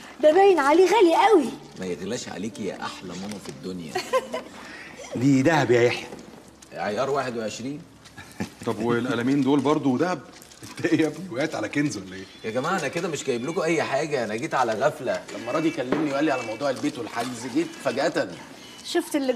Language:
Egyptian Arabic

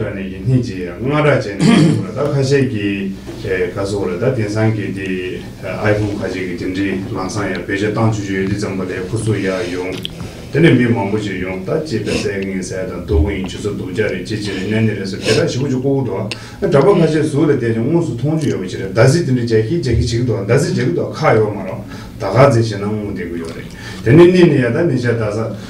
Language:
Tibetan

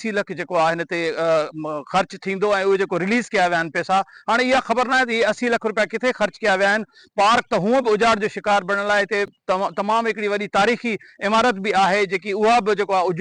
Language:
Sindhi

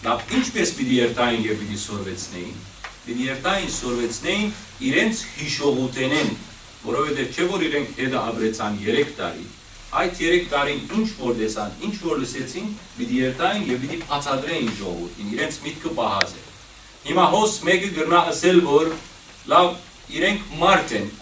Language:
Western Armenian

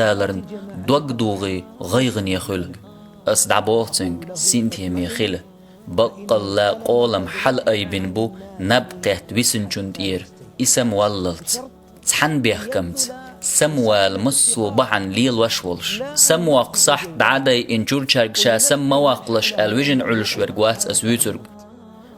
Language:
Chechen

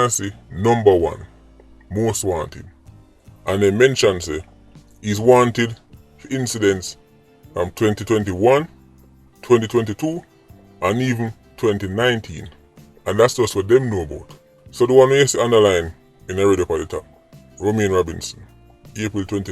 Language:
Jamaican Creole English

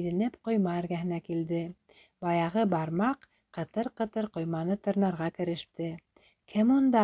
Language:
Bashkir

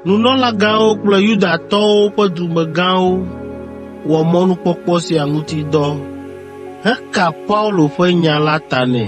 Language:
Ewe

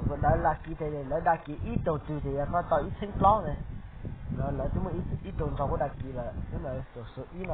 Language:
Hmong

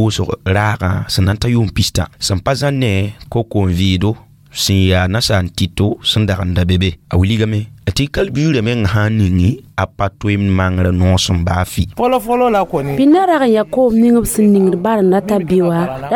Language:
Mossi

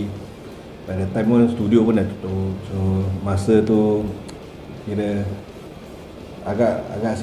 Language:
Malay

